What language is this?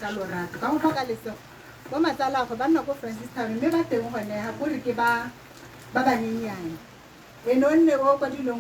Tswana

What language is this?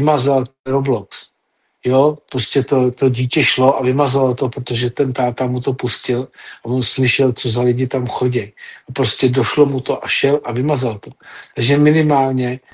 Czech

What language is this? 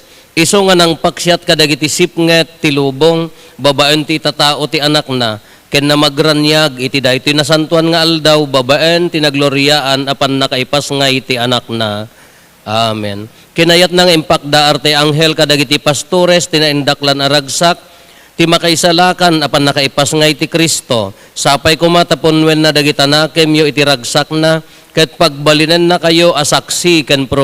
Iloko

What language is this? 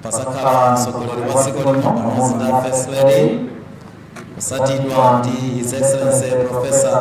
Nyanja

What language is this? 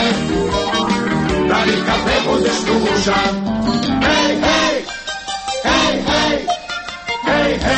Croatian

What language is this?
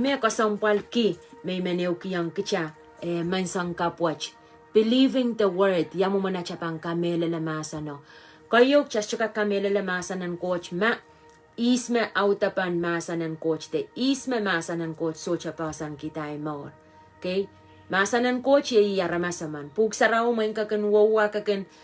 Pohnpeian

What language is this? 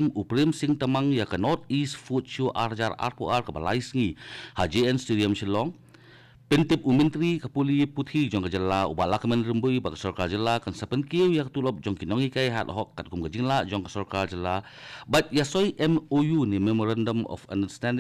Khasi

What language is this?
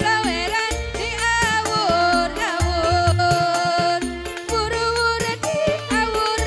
Sundanese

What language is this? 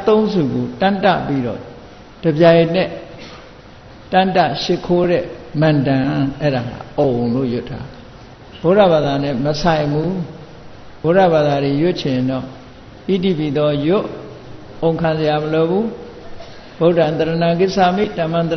Burmese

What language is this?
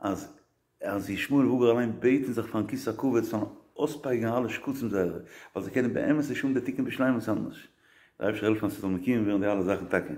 Yiddish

